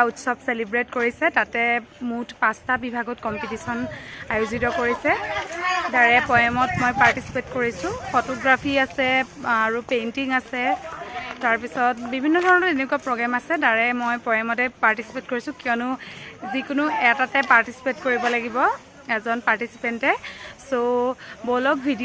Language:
Assamese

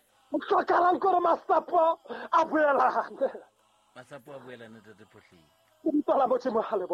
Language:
Southern Sotho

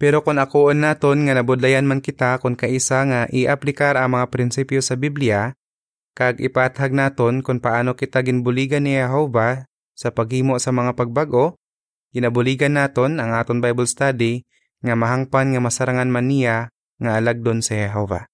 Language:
Hiligaynon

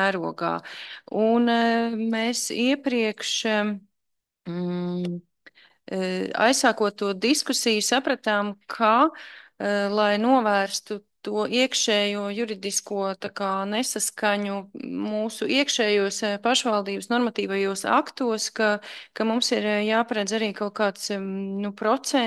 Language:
Latvian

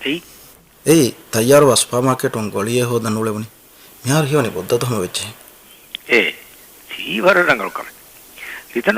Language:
Divehi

